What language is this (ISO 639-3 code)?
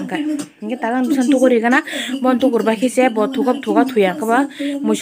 trp